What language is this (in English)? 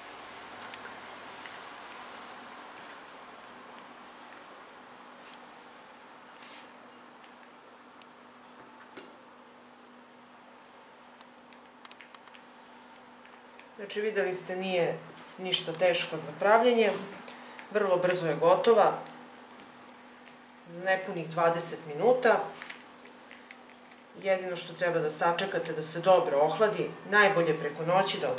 Serbian